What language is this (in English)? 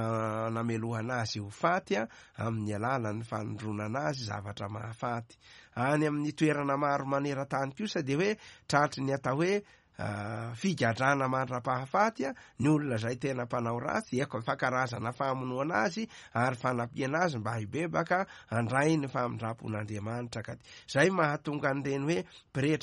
Malagasy